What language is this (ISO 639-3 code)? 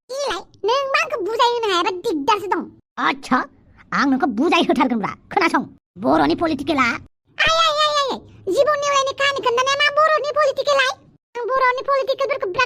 brx